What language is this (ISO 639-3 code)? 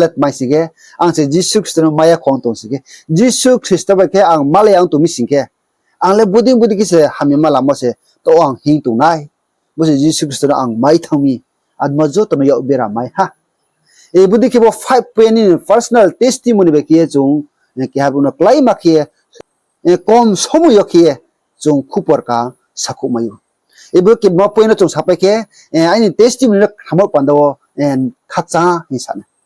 ria